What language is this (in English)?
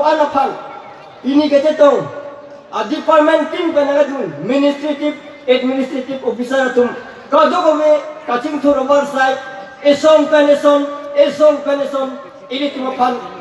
Karbi